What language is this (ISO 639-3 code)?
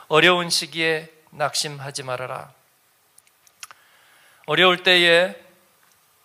kor